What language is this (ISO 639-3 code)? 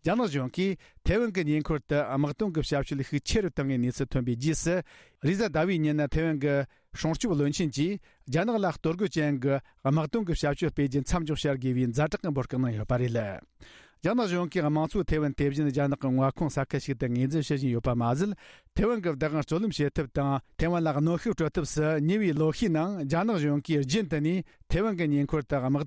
bod